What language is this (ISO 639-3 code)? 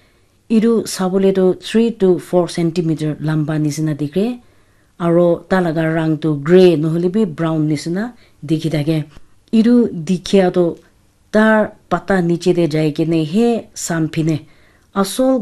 nag